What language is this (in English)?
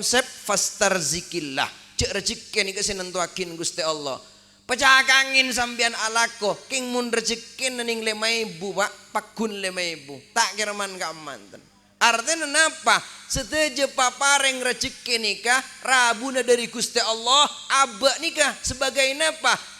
Madurese